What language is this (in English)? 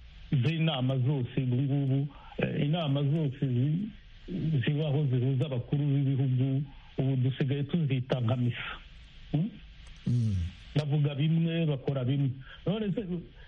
Kinyarwanda